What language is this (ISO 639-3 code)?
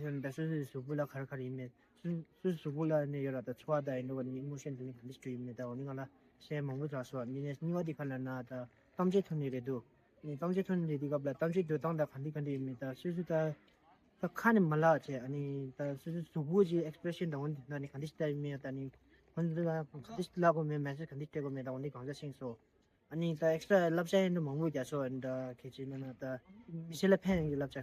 bod